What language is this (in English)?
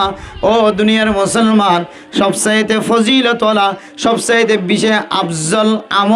Rohingya